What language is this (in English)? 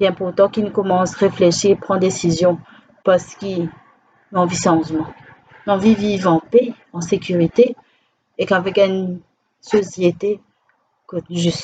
Morisyen